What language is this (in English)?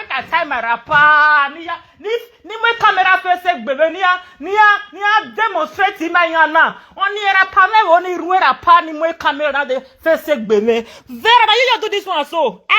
Nigerian Pidgin